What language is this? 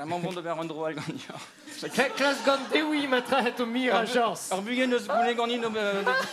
Breton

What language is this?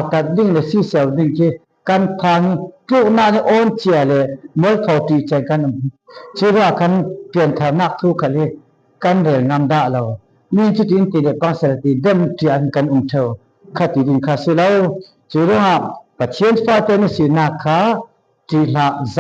Falam Chin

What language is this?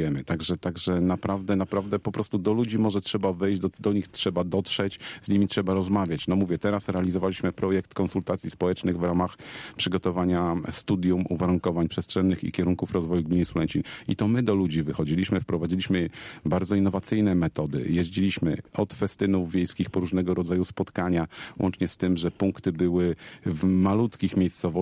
Polish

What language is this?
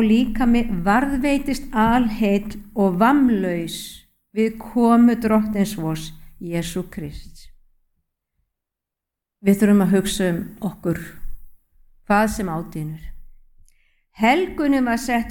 Icelandic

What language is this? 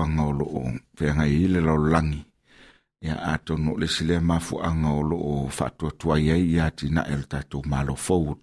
Samoan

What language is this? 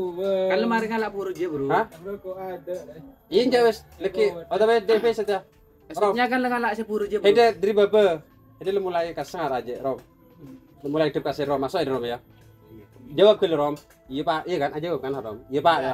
Madurese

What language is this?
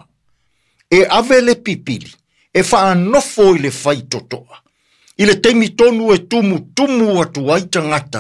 Samoan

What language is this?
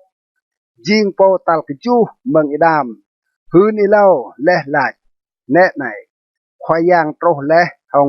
Rade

